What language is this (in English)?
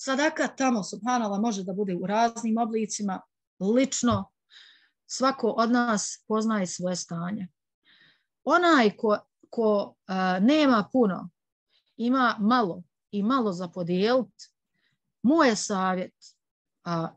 Bosnian